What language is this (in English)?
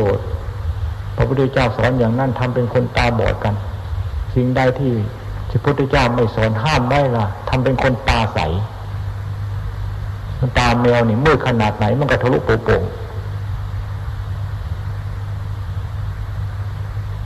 Thai